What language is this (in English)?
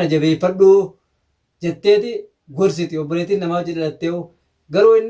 Oromo